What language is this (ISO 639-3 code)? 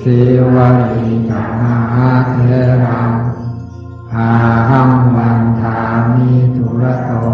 pli